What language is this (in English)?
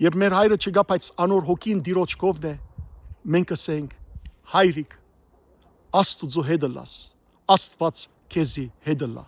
Western Armenian